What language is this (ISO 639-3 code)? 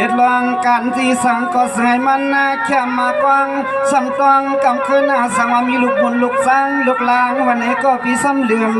shn